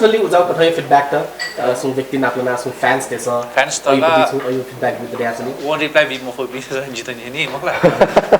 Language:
Newari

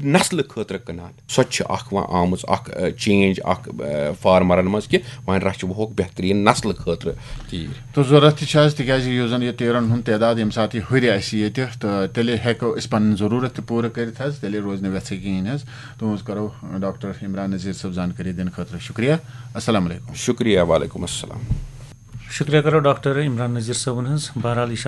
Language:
Kashmiri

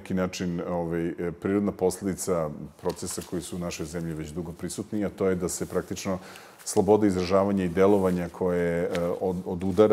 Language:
Serbian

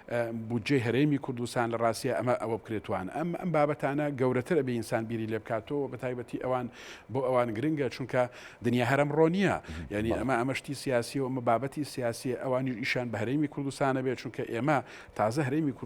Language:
Central Kurdish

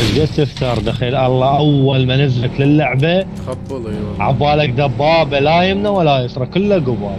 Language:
Mesopotamian Arabic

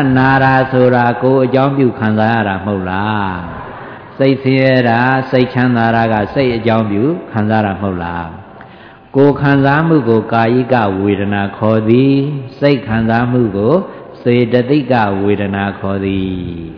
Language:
Burmese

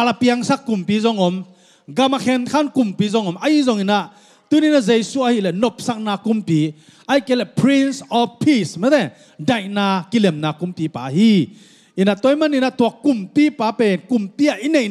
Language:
Tedim Chin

